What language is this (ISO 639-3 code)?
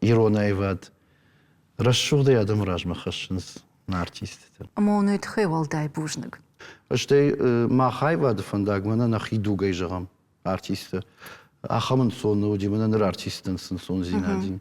oss